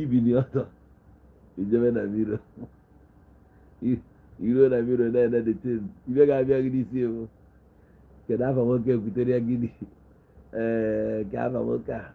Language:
Igbo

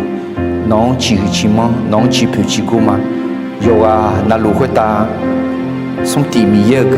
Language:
Akha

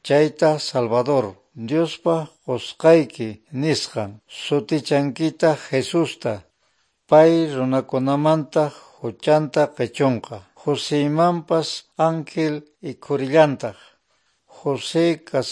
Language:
South Bolivian Quechua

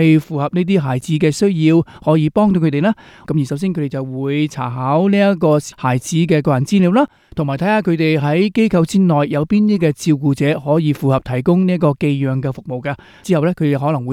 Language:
Cantonese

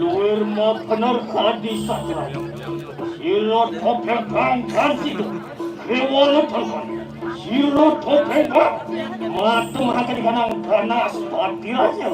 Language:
Balinese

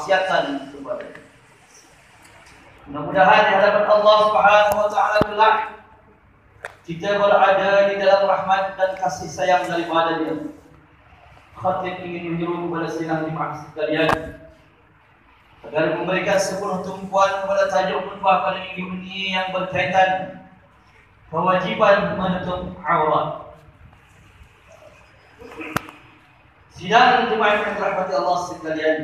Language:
Malay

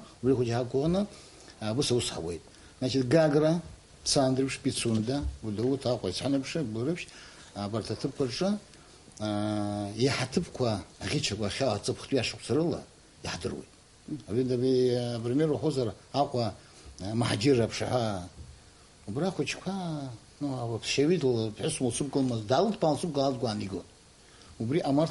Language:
Abkhazian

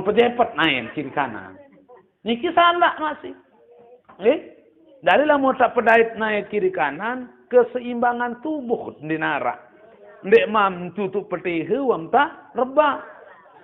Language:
Sasak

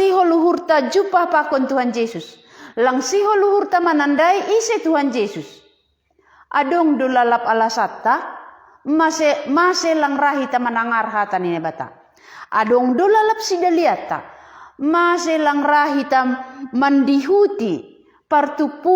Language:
Batak Simalungun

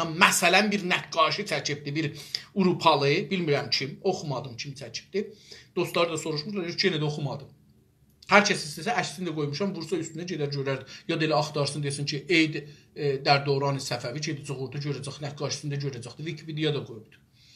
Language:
South Azerbaijani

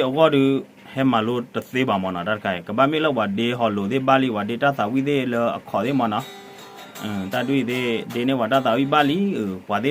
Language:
S'gaw Karen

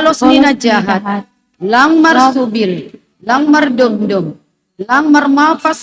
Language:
Batak Simalungun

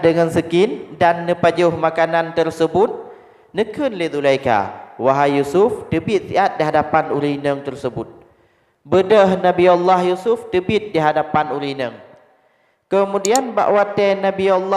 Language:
Achinese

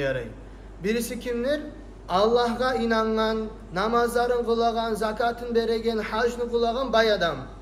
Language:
Kumyk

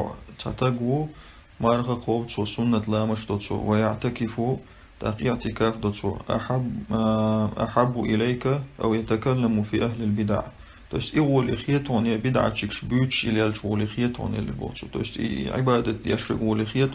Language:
Chechen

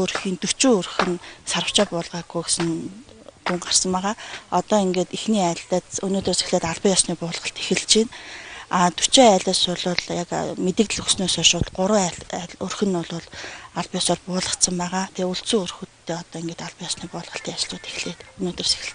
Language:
Mongolian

